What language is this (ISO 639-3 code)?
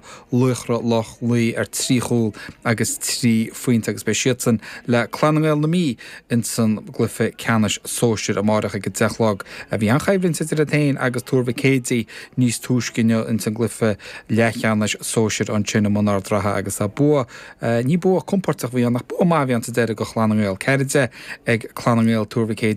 gle